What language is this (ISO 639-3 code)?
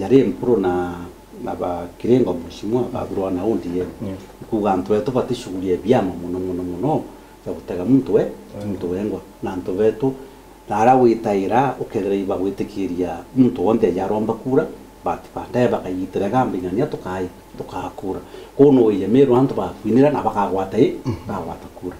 mer